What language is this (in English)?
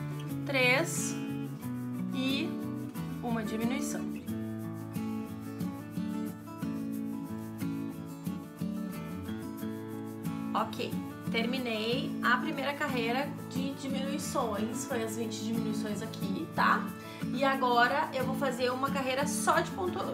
Portuguese